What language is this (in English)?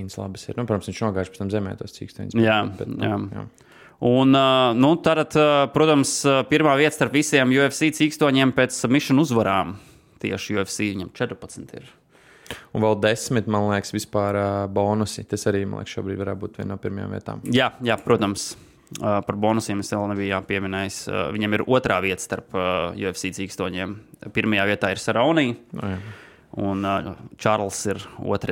Latvian